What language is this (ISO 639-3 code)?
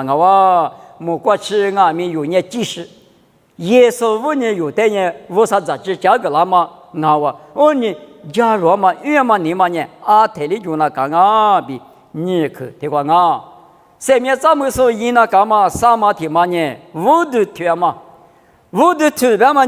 lis